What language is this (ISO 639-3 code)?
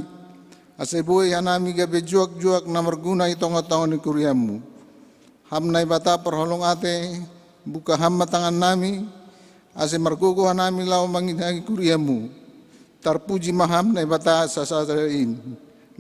bts